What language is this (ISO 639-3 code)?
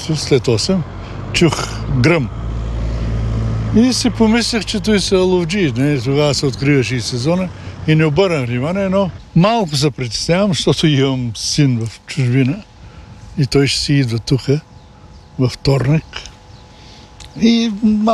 bul